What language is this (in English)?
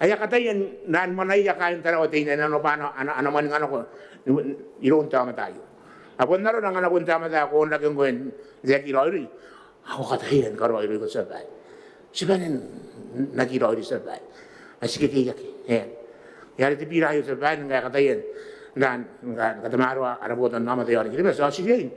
Gilbertese